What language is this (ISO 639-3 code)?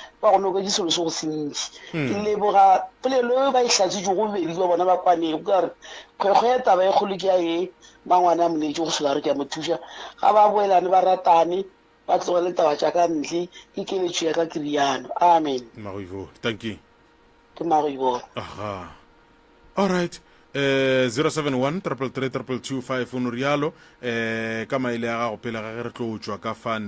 nso